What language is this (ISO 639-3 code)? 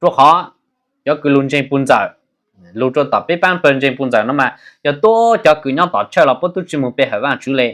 hmn